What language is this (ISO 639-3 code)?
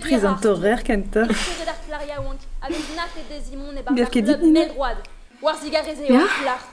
bre